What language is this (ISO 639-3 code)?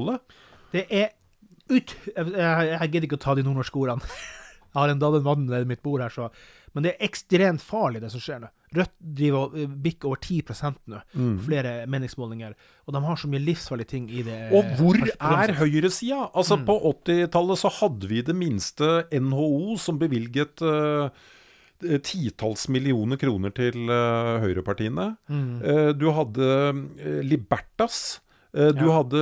nor